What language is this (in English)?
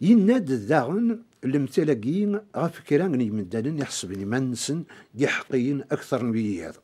Kabyle